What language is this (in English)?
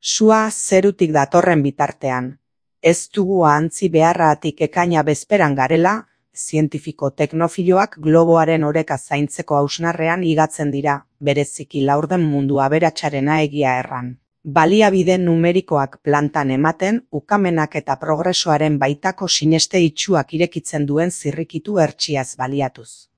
Basque